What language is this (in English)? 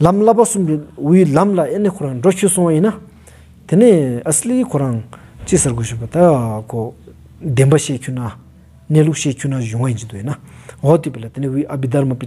Stod Bhoti